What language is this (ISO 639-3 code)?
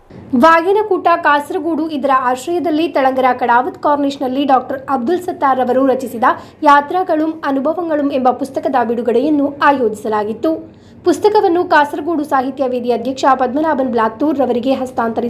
kan